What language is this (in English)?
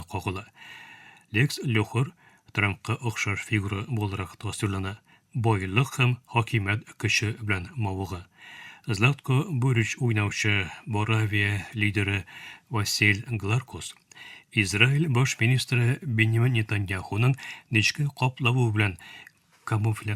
Tatar